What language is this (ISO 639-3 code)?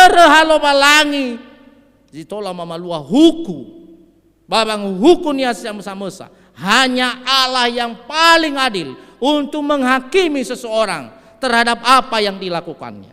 nia